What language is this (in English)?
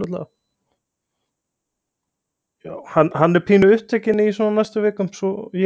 Icelandic